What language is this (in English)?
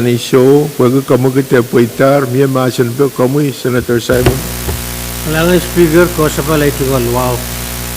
Pohnpeian